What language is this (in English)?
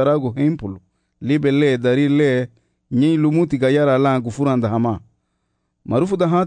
Garifuna